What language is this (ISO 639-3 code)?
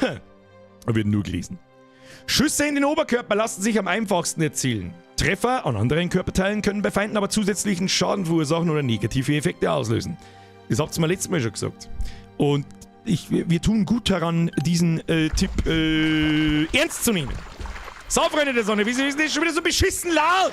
bar